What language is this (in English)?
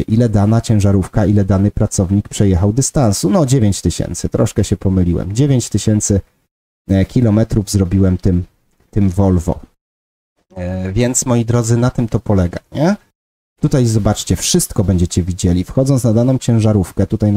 Polish